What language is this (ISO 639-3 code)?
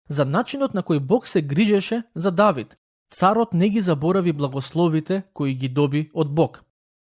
mkd